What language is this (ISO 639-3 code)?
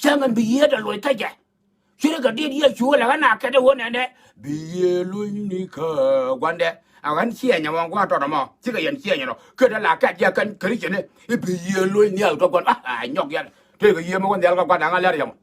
nus